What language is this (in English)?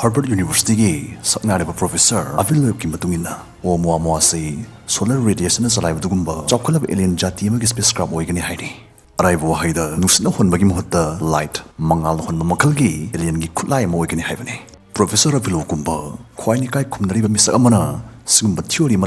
Manipuri